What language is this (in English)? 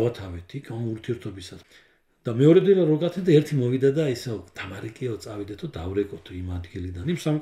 Georgian